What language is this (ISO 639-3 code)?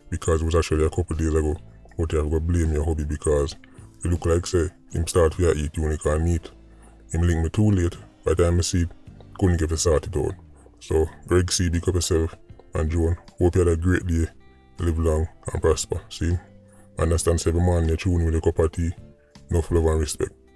jam